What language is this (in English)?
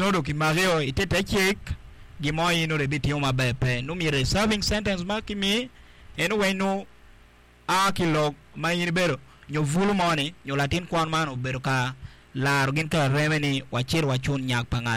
Acoli